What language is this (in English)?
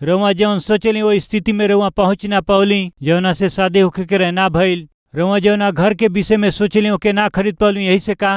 Bhojpuri